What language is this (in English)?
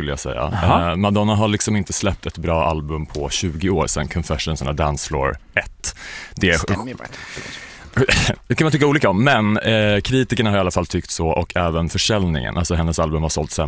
Swedish